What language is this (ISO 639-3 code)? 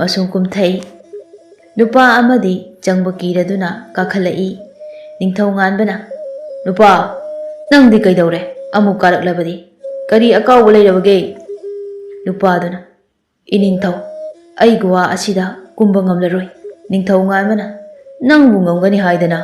mni